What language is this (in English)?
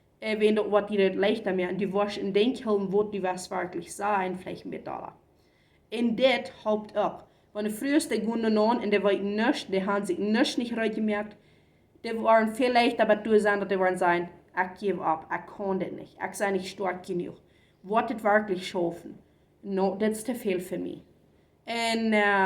Plautdietsch